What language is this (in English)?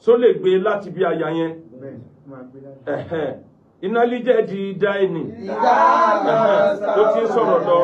Yoruba